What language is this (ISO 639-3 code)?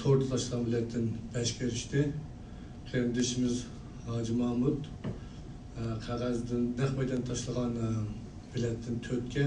uig